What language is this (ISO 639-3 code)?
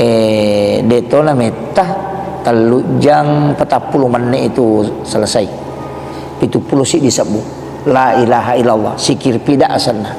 bug